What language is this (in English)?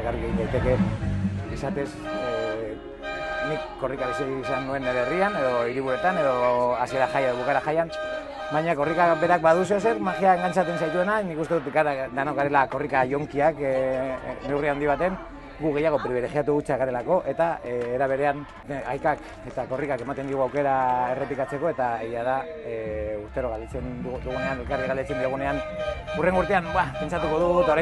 Basque